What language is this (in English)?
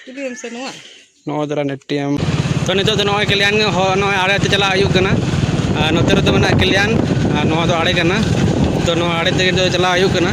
Santali